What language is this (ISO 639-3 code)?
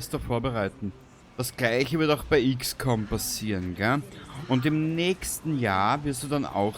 bar